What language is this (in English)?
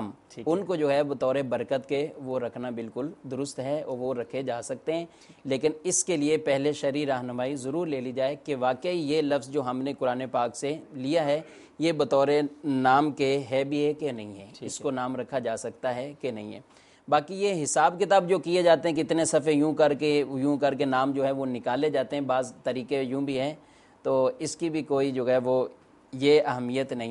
Urdu